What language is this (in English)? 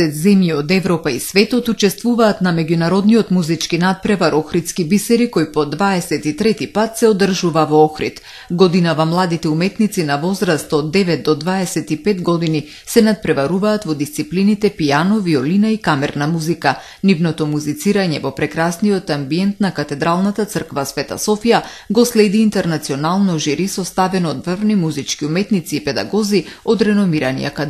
Macedonian